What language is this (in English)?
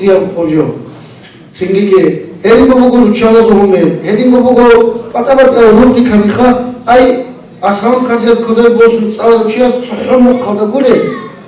Avaric